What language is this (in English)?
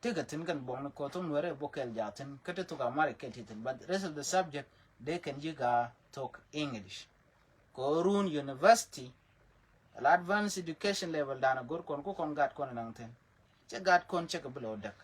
Nuer